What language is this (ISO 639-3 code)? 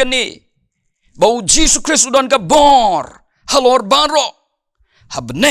kha